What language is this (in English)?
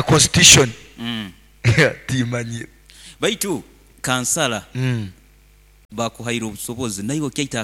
Nyoro